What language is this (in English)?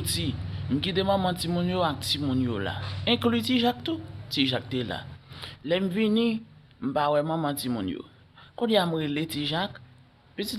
Haitian Creole